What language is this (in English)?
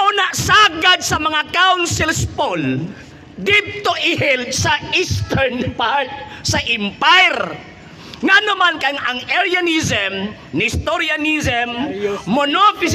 Cebuano